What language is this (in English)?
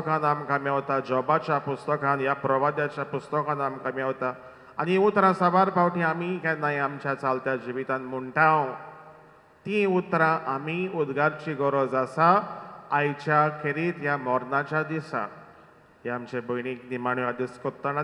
Konkani